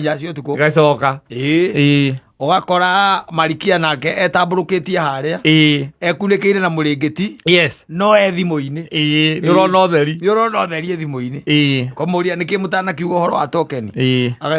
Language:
Kikuyu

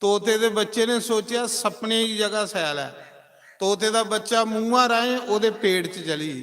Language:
Dogri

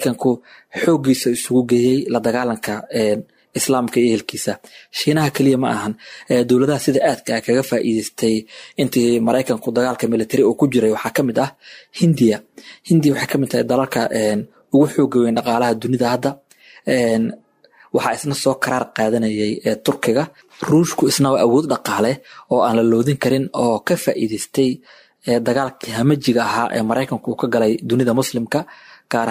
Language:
Somali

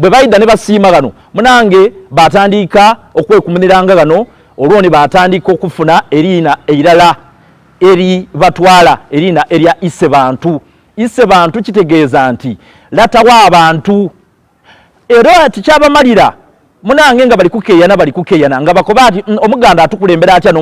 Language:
Soga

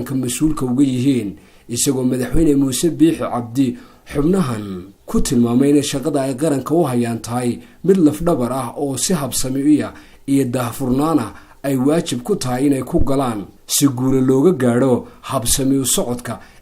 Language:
Somali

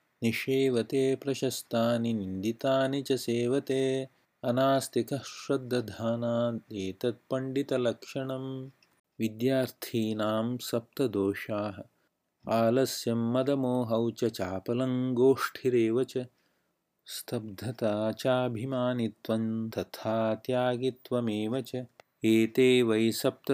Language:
Sanskrit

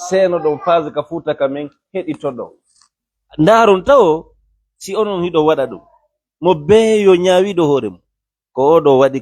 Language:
Fula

